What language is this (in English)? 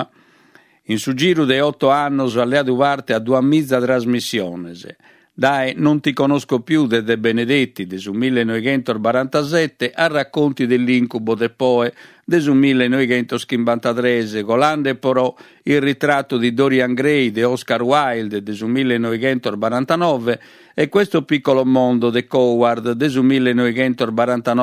Sardinian